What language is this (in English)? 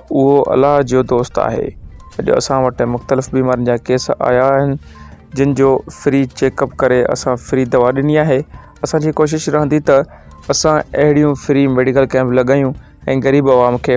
Sindhi